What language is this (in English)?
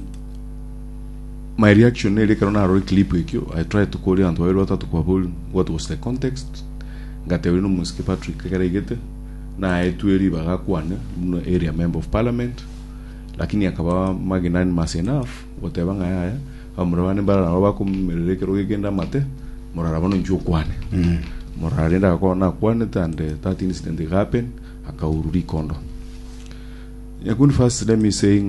Gusii